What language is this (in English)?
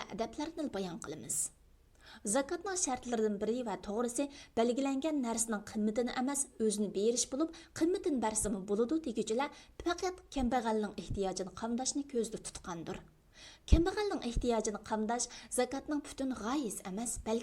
Uyghur